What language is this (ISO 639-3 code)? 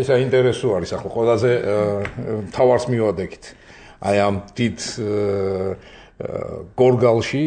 kat